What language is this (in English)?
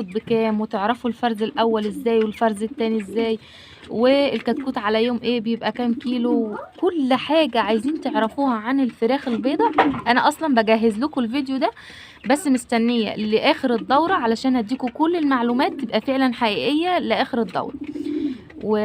Egyptian Arabic